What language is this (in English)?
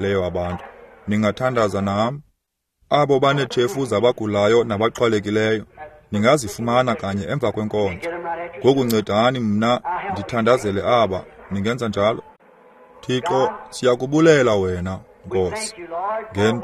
Xhosa